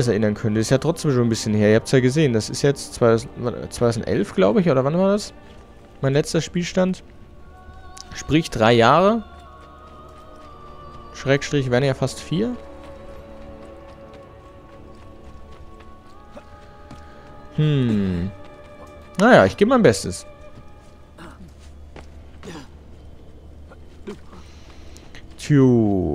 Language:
German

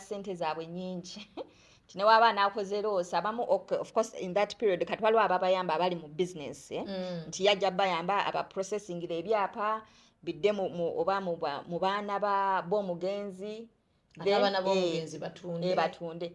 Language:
Ganda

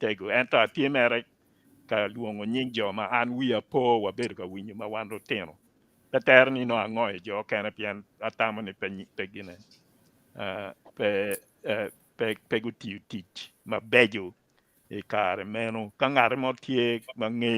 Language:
Acoli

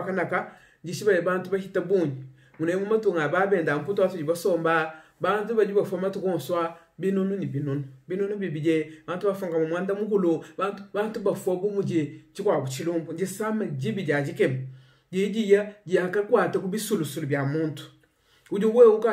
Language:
Luba-Lulua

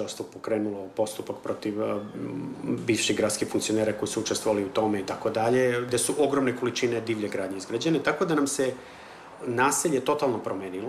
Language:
Serbian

